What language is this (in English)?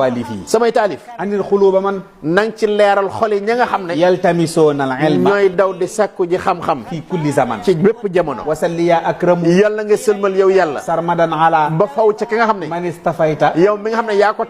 Wolof